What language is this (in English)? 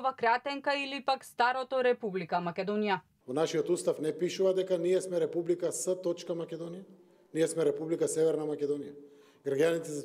Macedonian